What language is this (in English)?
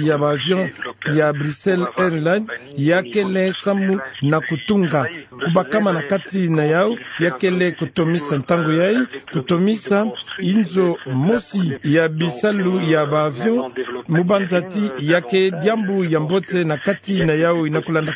Kituba (Democratic Republic of Congo)